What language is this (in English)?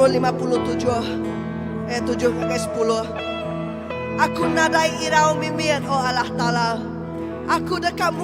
Iban